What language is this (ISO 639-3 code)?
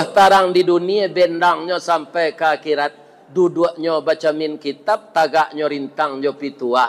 min